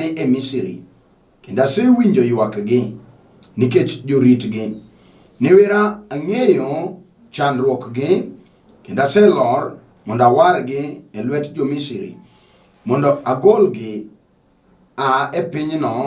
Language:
Luo (Kenya and Tanzania)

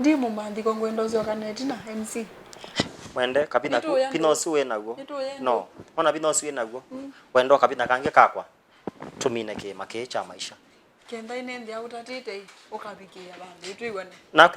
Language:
Kamba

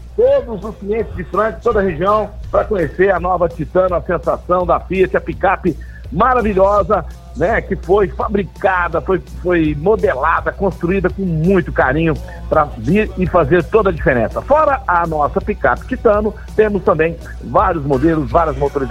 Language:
Portuguese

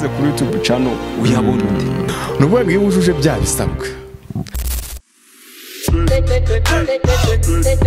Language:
Kinyarwanda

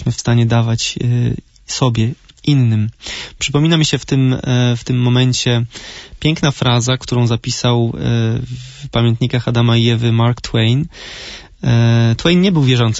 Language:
Polish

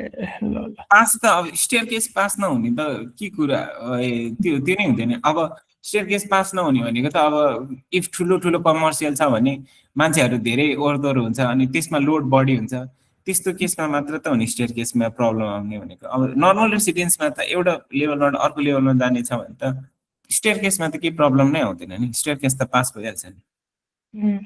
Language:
Nepali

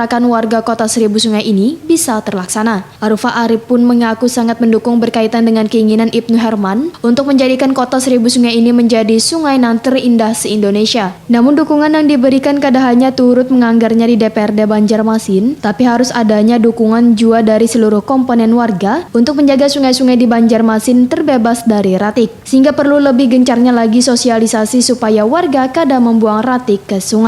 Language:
Banjar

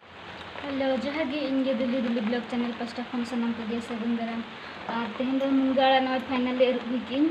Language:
Santali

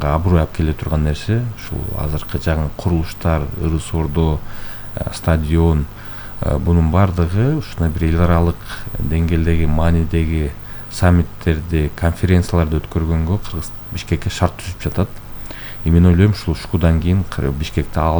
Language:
Kyrgyz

